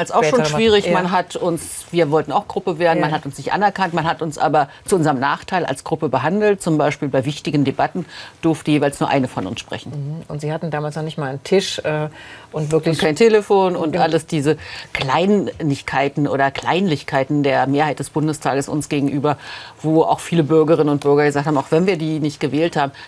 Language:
German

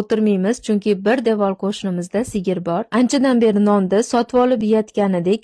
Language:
Uzbek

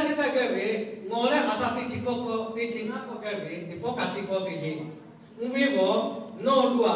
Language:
Lahu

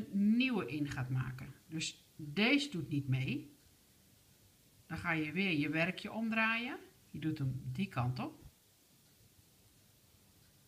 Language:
Dutch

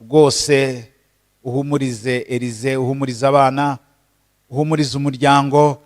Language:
Kinyarwanda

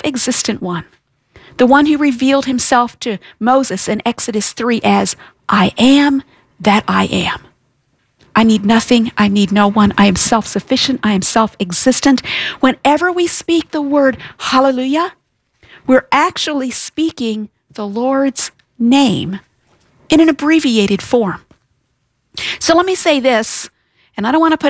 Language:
English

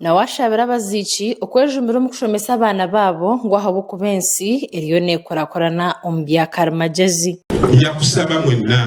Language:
Nyankole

